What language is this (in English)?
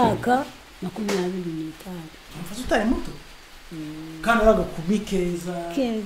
Kinyarwanda